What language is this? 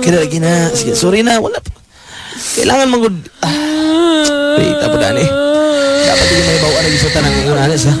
Cebuano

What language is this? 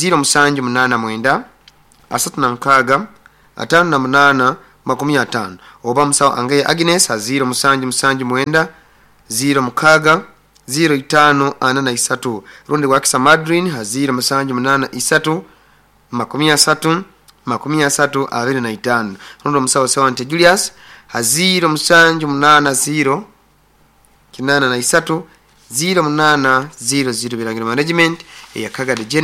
Nyoro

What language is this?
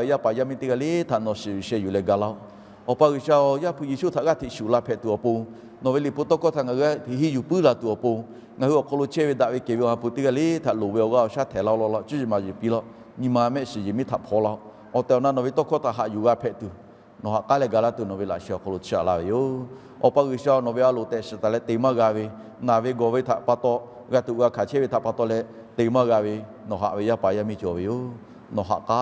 Lahu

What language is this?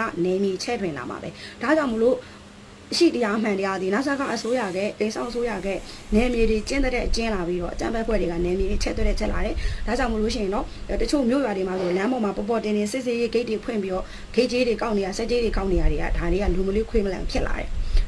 Burmese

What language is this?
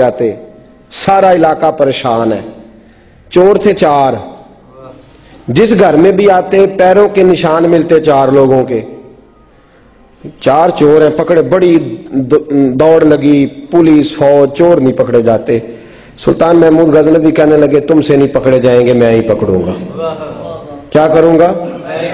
Urdu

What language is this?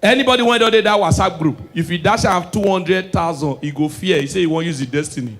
Nigerian Pidgin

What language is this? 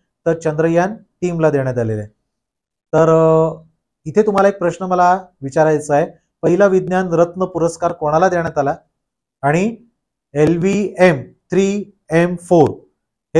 Marathi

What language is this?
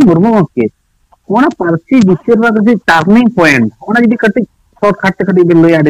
Santali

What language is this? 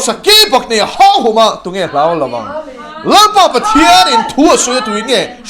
Mizo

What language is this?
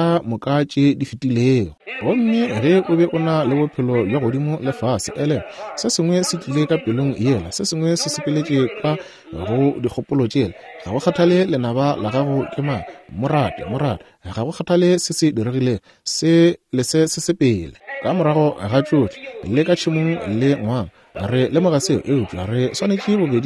Northern Sotho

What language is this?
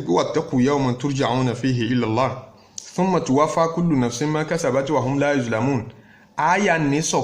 Yoruba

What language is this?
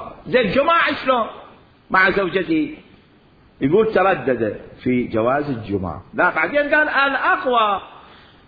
Mesopotamian Arabic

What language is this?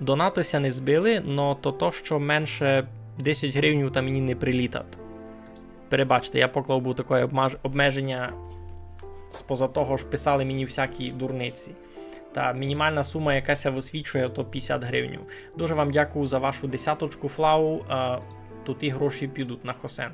Rusyn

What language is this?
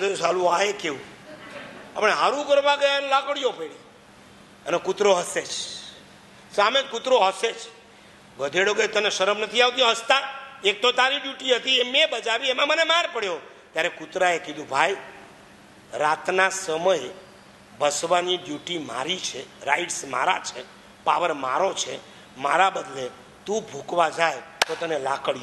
Gujarati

